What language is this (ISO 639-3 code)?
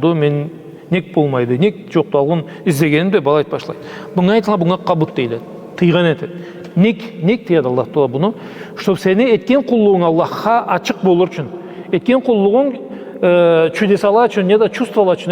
krc